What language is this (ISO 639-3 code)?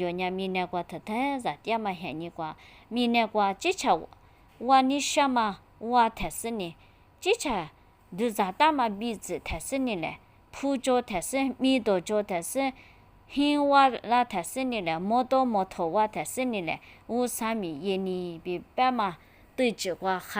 lis